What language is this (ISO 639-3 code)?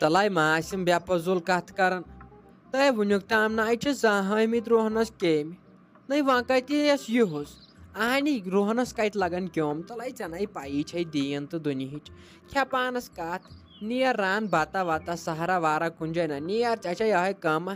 kas